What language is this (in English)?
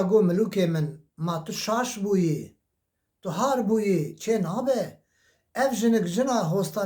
Kurdish